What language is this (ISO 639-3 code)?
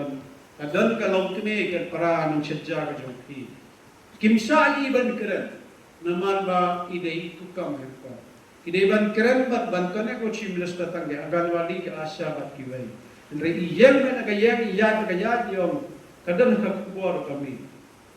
kha